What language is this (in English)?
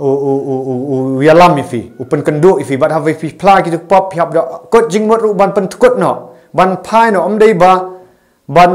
Khasi